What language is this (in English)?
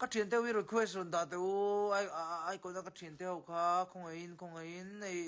Mizo